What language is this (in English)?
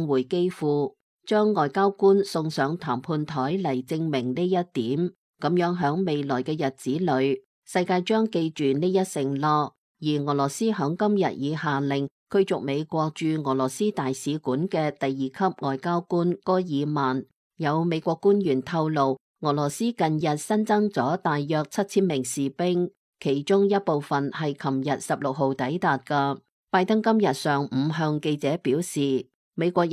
Cantonese